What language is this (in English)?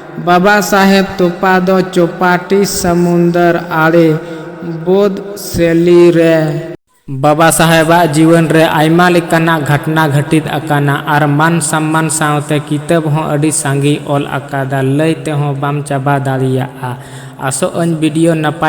Santali